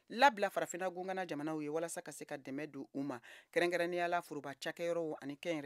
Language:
Bambara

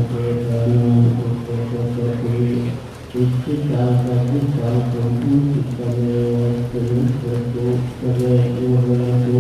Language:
Pali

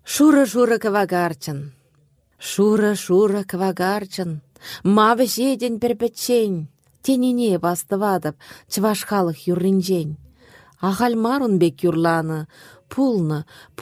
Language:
Chuvash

